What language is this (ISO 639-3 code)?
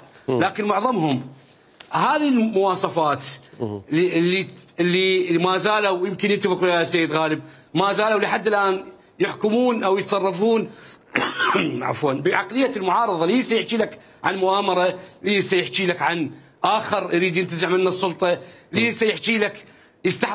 acm